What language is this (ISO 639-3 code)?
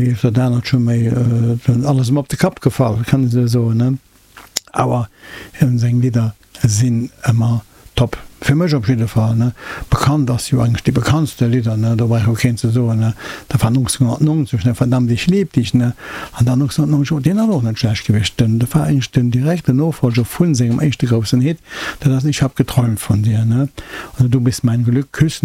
ltz